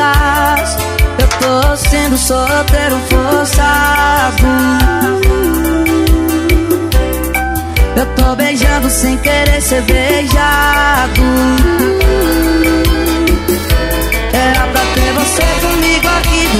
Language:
Portuguese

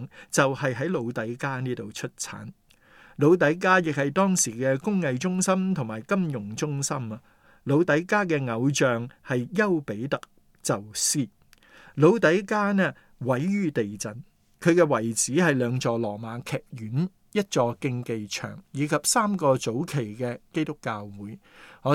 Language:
Cantonese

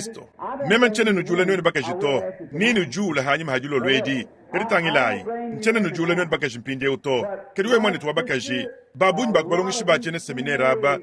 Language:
Luba-Lulua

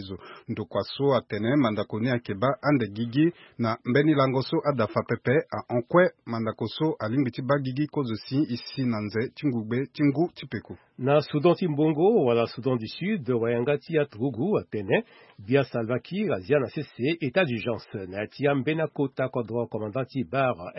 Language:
Sango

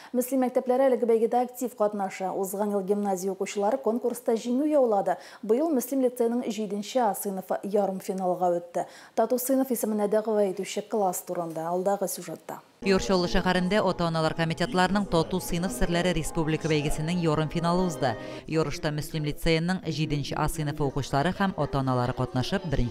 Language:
Tatar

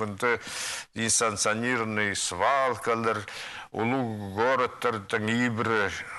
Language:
Khakas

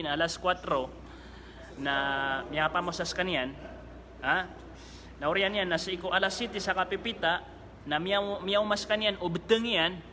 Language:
Maranao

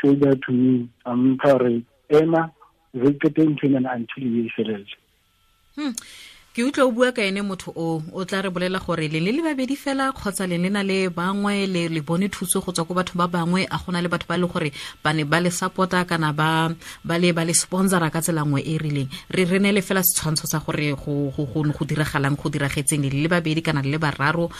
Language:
Tswana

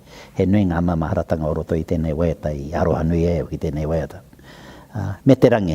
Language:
Māori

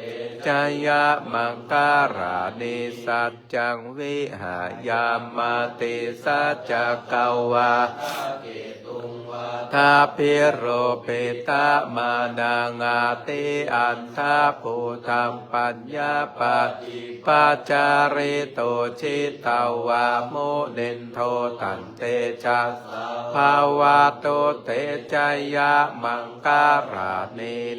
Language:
Pali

